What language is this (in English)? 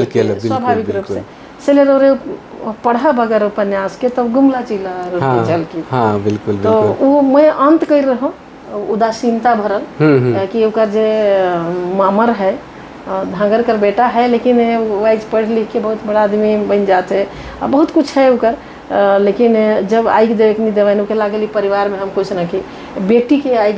Sadri